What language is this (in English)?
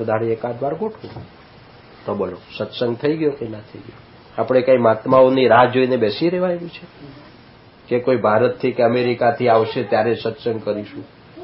Gujarati